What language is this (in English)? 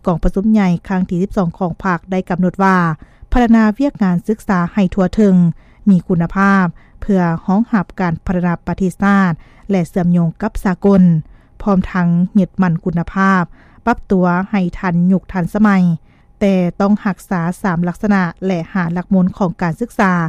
Lao